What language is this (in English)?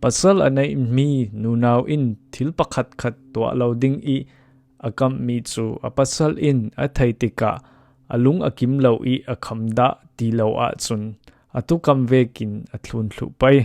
Falam Chin